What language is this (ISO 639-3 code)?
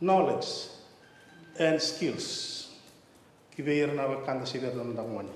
fij